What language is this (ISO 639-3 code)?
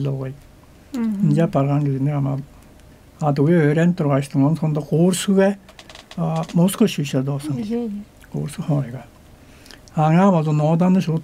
tyv